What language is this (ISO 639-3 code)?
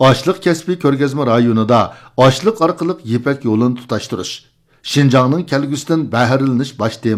uig